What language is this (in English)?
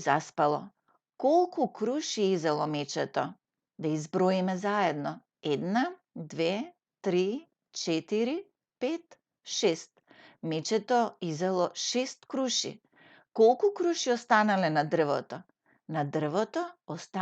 Macedonian